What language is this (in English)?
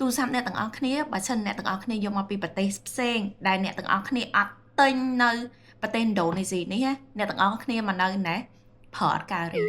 Khmer